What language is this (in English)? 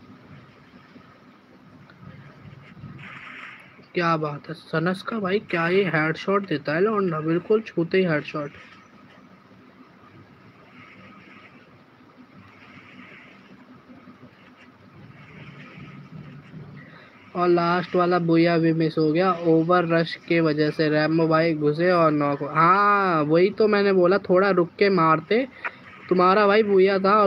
Hindi